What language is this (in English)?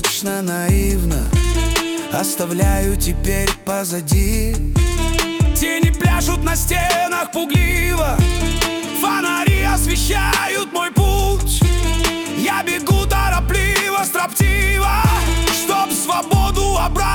Russian